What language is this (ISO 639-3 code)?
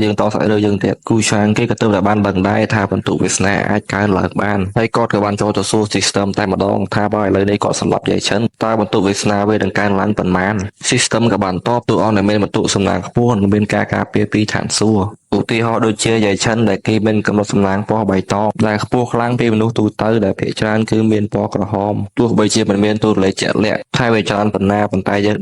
khm